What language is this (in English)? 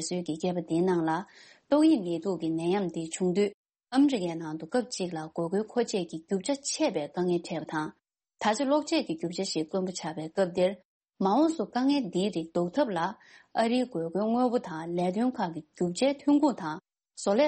Tibetan